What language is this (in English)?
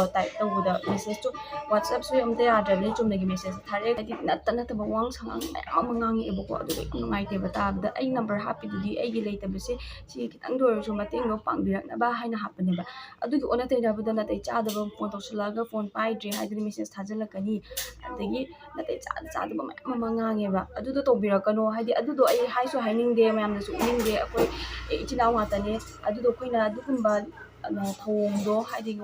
Manipuri